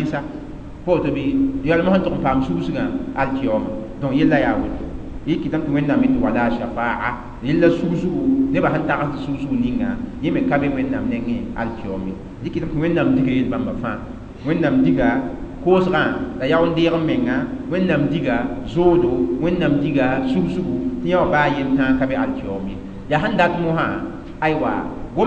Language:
Mossi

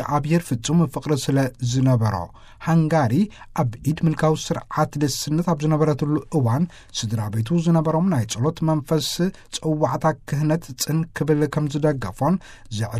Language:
Tigrinya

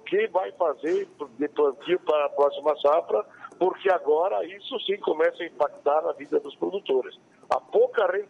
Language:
Portuguese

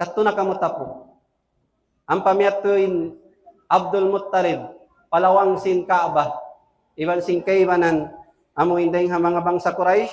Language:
Tausug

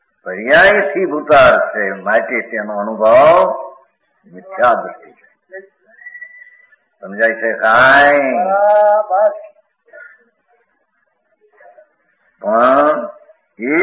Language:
Gujarati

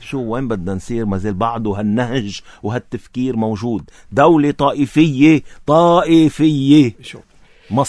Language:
North Levantine Arabic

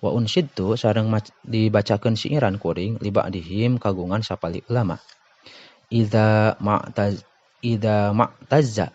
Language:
Sundanese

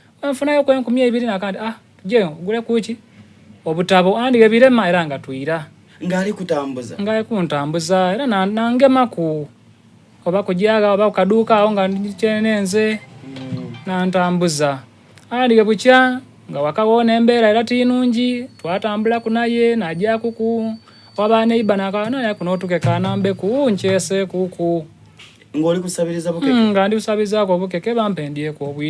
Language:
Soga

